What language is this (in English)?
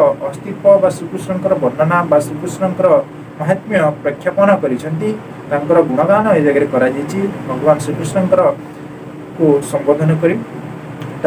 Odia